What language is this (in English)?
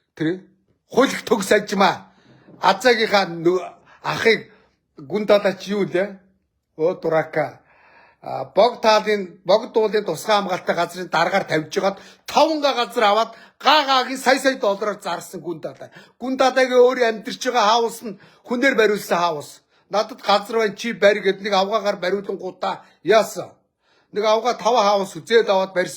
Mongolian